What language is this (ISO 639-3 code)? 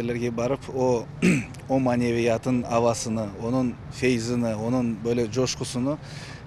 crh